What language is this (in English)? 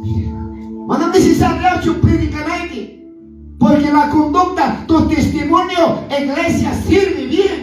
Quechua